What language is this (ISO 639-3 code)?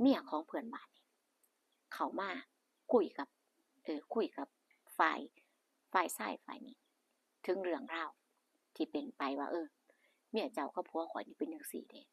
tts